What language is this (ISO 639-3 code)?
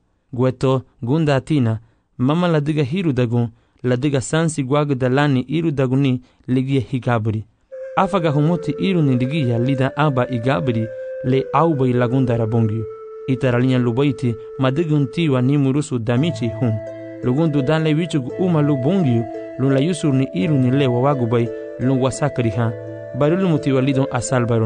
cab